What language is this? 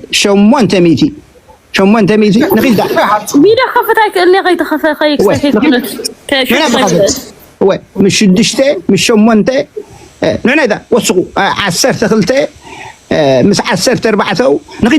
Tigrinya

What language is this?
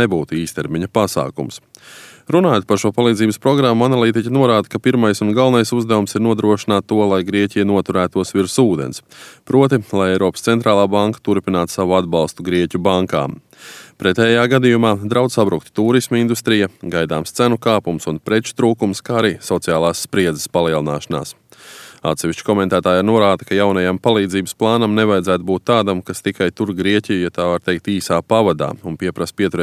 Latvian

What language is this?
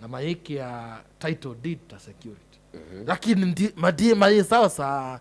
Kamba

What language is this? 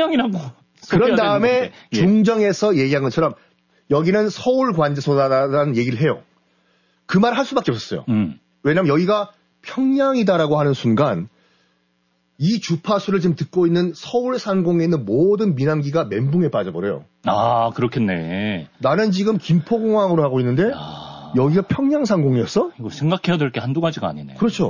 Korean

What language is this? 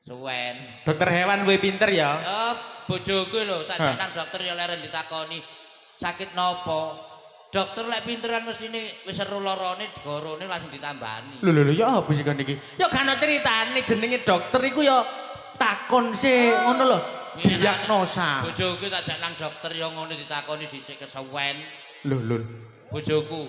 Javanese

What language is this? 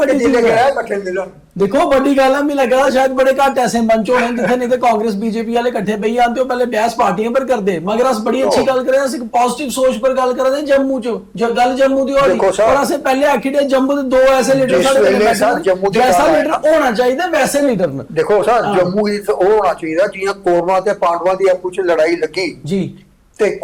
Dogri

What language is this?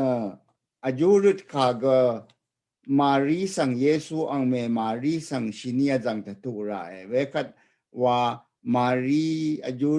Rawang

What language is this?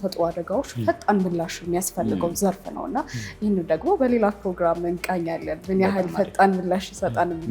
Amharic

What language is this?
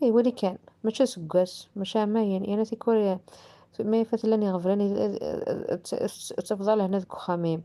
Kabyle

